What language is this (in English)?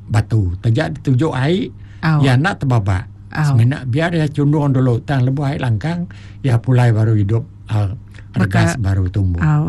Iban